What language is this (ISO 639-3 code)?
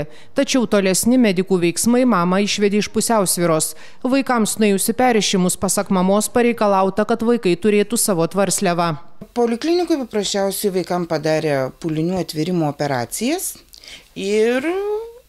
lit